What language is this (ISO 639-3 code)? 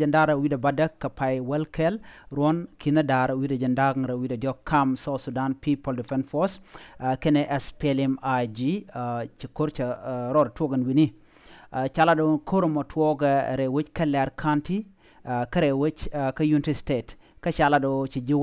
nus